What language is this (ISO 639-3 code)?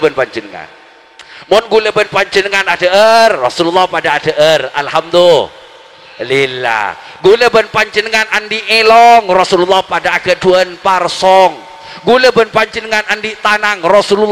mad